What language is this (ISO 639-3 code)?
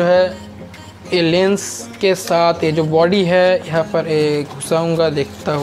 hin